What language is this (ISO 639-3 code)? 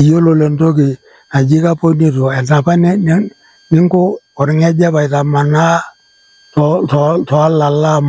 mas